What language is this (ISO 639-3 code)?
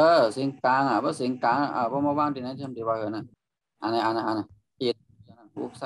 shn